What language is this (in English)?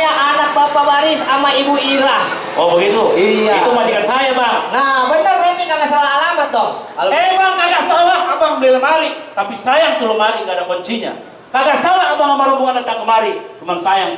Betawi